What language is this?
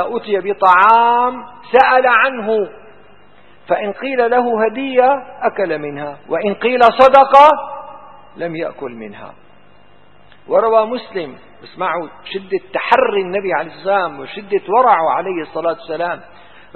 Arabic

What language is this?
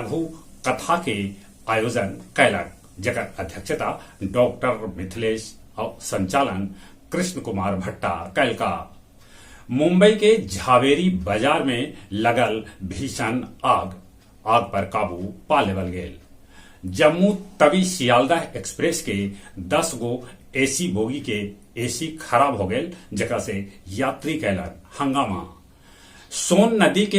Magahi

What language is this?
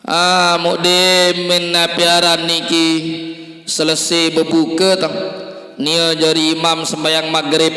Sasak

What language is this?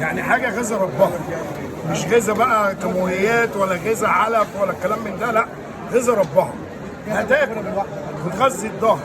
Egyptian Arabic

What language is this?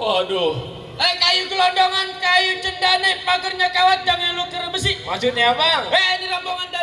Betawi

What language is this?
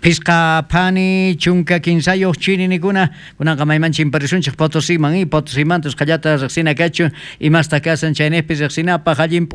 South Bolivian Quechua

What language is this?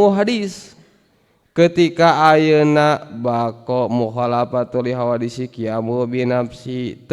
Sundanese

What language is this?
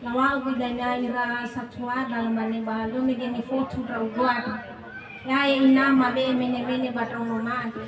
Nias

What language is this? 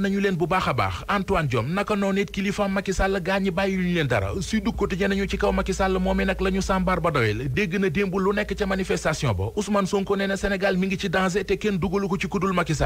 Wolof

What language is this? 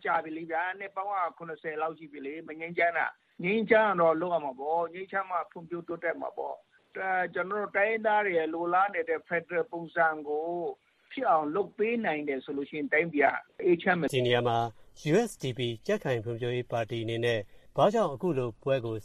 Burmese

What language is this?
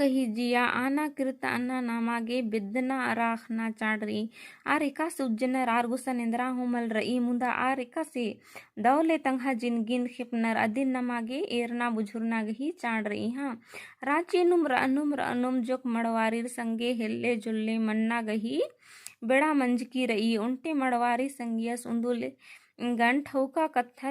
Kurukh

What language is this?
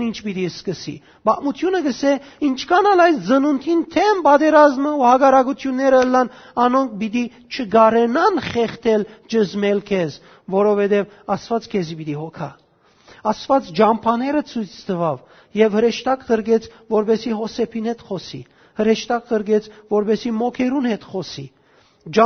Western Armenian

